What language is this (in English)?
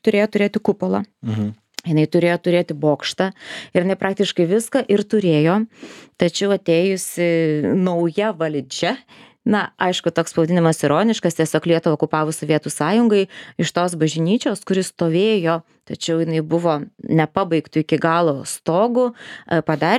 Lithuanian